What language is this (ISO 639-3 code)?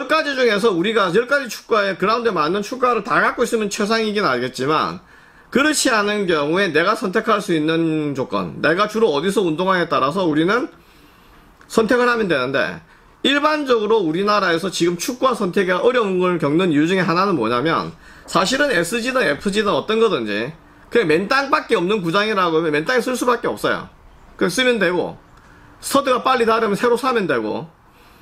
kor